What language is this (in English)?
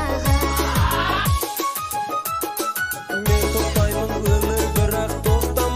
Kazakh